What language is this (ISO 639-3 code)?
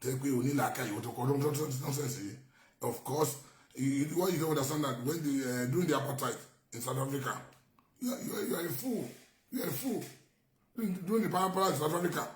yor